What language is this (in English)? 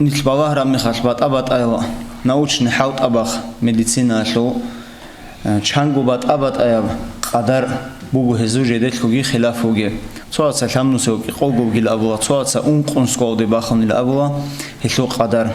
Avaric